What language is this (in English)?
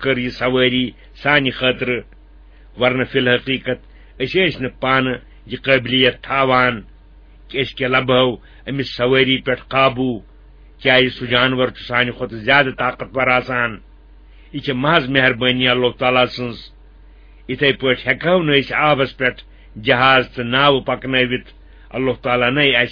Kashmiri